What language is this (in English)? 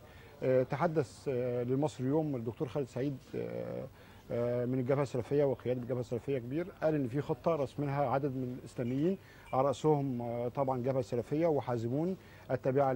Egyptian Arabic